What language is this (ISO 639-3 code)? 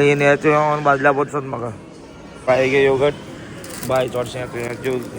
kok